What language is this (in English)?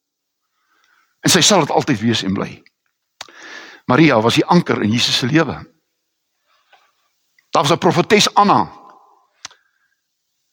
Afrikaans